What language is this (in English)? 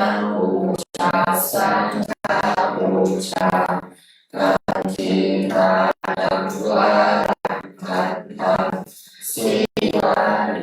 Pali